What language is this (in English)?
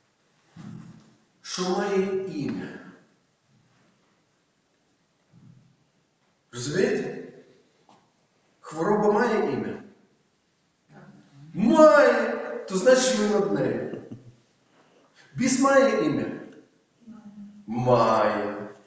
Ukrainian